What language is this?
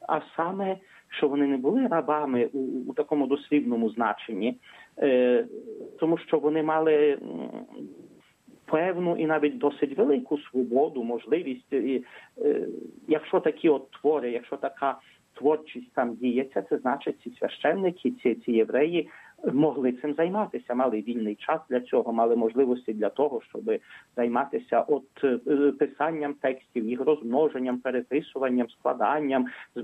Ukrainian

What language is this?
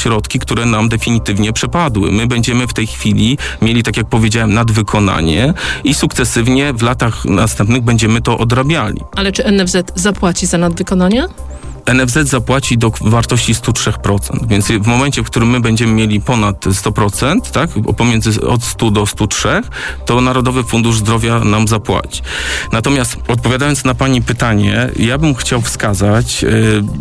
Polish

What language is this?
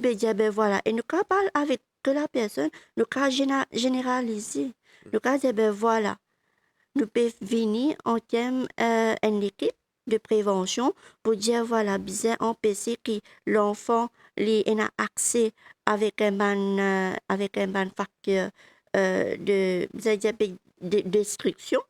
Morisyen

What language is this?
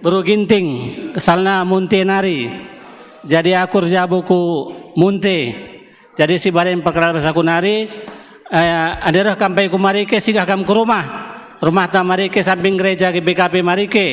Batak Karo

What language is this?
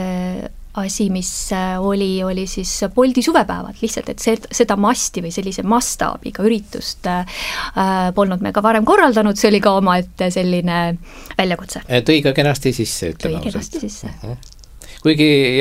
Estonian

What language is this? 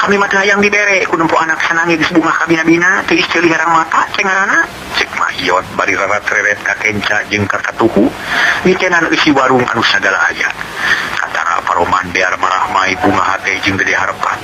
Sundanese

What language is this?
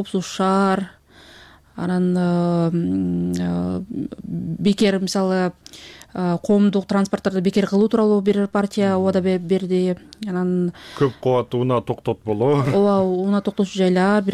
Kyrgyz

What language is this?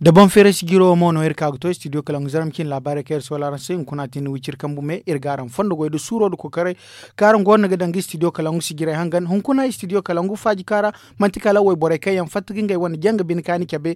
Zarma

